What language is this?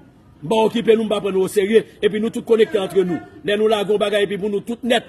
Haitian Creole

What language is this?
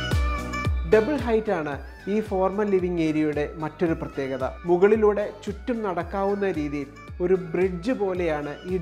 Malayalam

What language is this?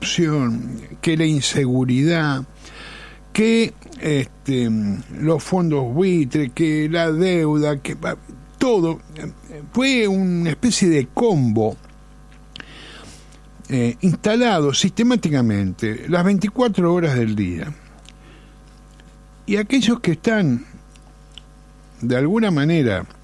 Spanish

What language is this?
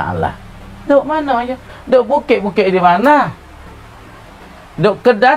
Pattani Malay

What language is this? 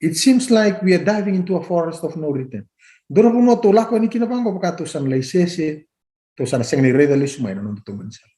Fijian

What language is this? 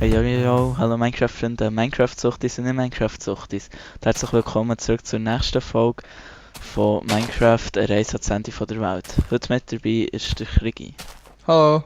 Swiss German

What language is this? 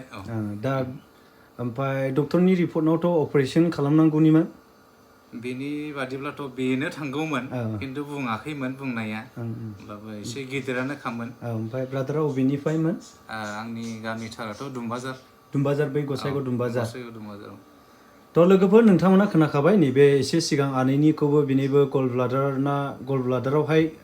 Bodo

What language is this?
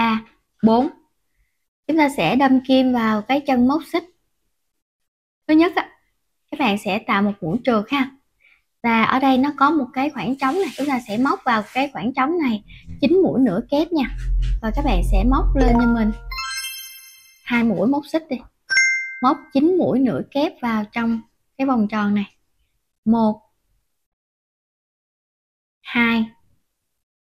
Vietnamese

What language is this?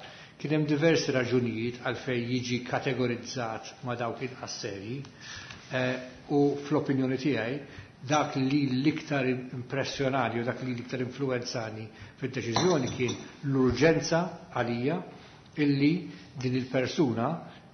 Maltese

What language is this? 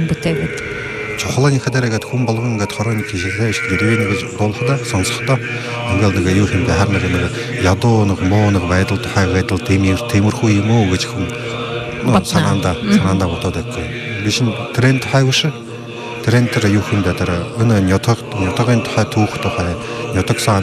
Buriat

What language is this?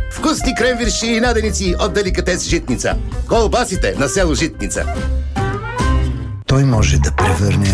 Bulgarian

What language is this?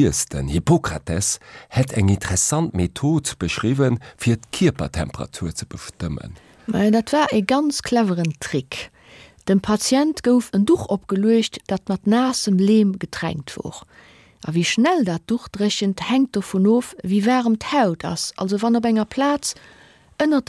Luxembourgish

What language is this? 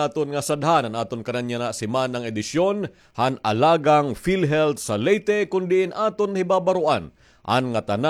Waray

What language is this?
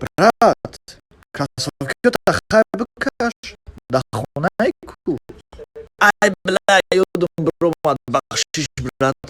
Tajik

